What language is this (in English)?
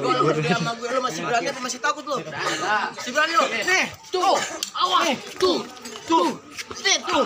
Betawi